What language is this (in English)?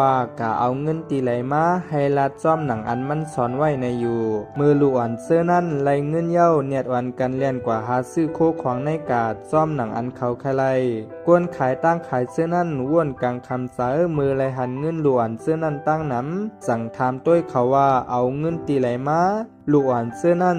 Shan